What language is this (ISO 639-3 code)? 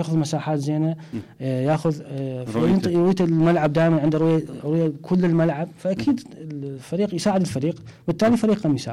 acm